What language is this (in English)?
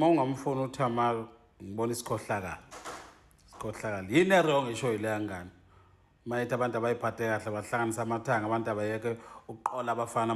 Zulu